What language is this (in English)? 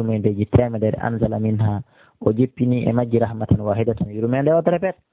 Pular